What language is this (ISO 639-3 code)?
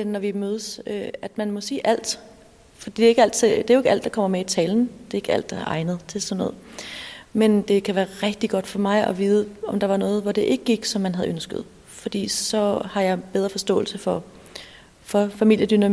dan